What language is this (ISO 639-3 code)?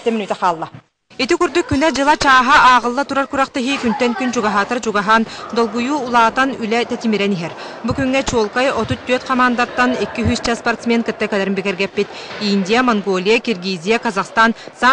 sah